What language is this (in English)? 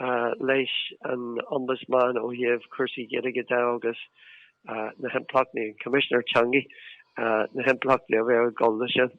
Irish